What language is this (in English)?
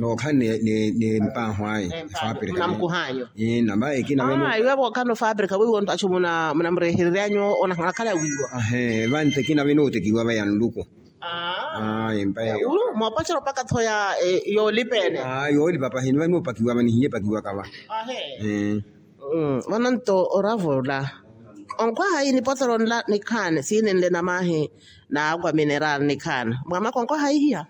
Makhuwa